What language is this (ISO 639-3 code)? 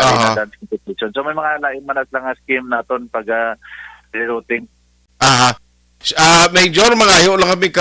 hil